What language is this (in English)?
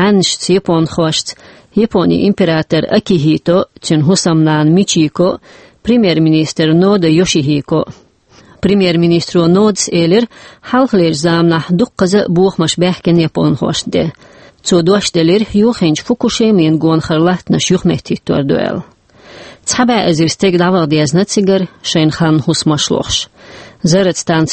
Chechen